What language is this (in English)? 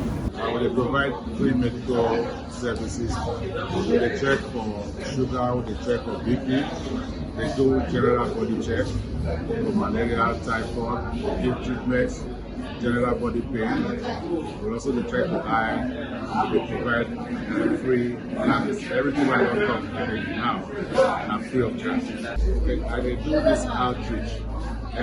Nigerian Pidgin